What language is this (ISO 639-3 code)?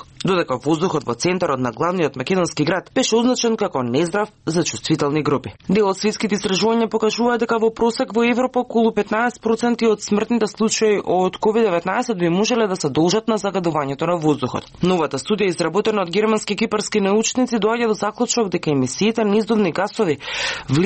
mkd